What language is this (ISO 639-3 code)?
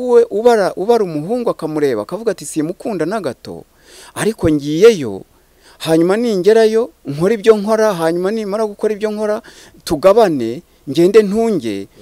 kin